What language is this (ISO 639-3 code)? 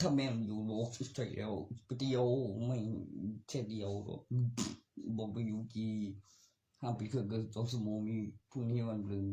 tts